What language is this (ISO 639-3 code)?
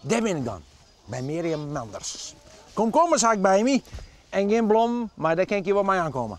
fry